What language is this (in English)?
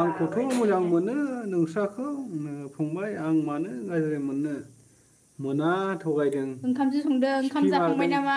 Bodo